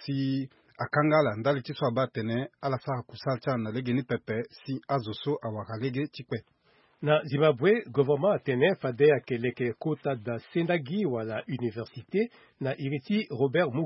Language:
Sango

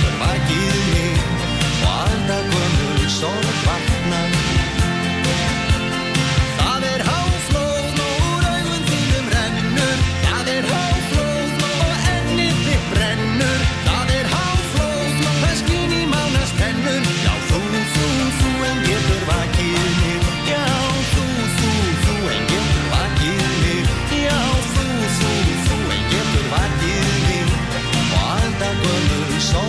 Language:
Icelandic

